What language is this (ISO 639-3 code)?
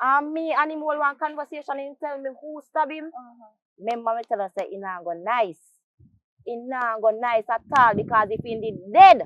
jam